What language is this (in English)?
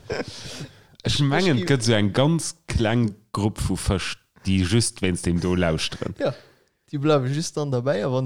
Luxembourgish